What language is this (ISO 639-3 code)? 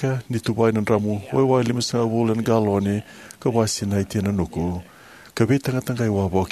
fij